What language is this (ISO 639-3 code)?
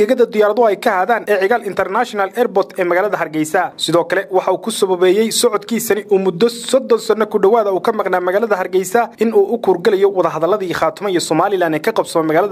som